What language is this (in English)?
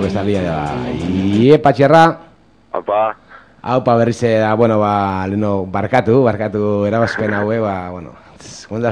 Basque